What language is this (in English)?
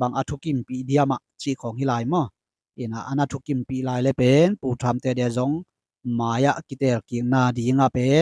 Tedim Chin